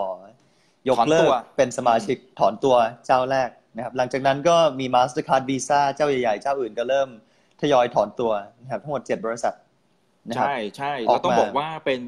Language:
Thai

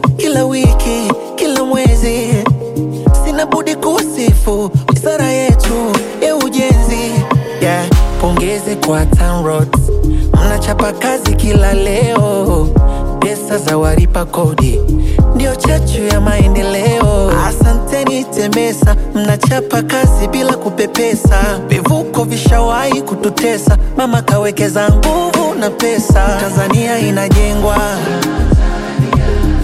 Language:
Swahili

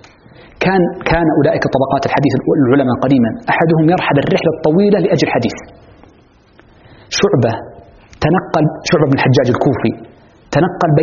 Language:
Arabic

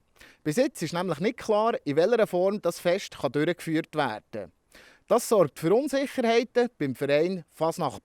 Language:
Swiss German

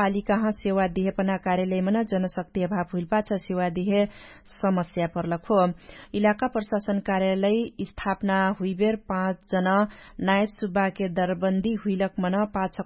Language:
Dangaura Tharu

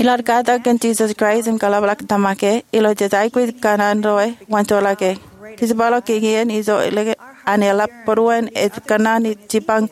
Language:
Marshallese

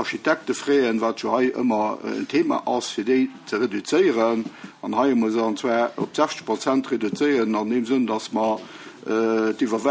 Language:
Luxembourgish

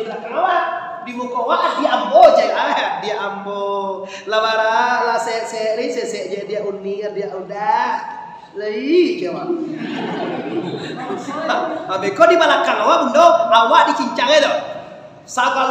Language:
Minangkabau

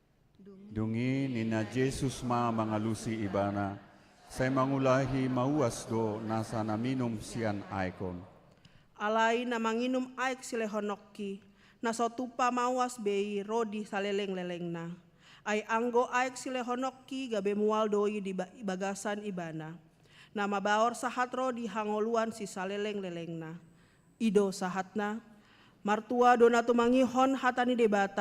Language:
Batak Toba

